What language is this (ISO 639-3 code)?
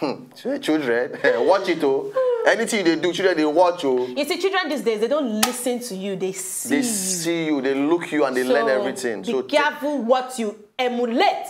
pcm